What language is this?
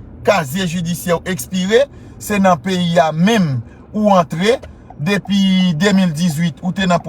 Haitian Creole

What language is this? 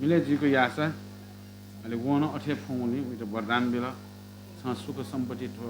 Newari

